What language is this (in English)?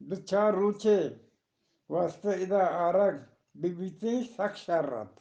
Eastern Balochi